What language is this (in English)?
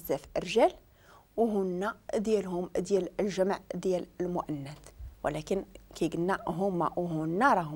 Moroccan Arabic